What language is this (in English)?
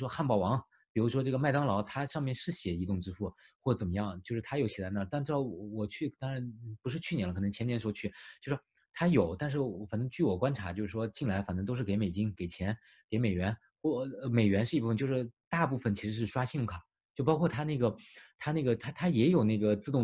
Chinese